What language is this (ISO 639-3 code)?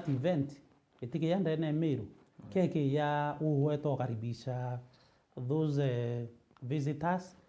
mer